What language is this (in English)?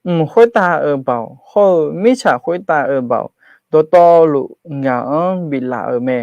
Akha